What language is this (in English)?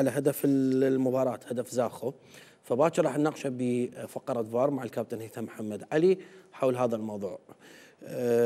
Mesopotamian Arabic